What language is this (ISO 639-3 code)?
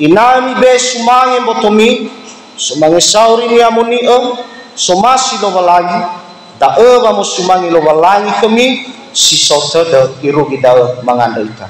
nia